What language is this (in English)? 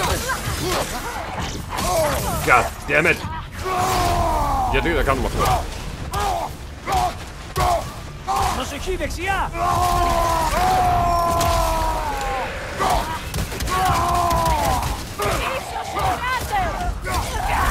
Greek